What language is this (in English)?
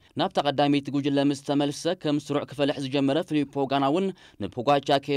Tigrinya